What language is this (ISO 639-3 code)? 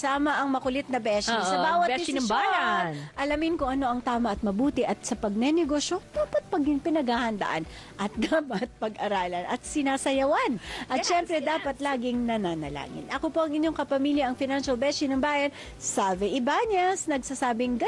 fil